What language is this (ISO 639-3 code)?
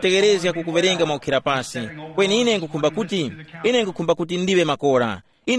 tum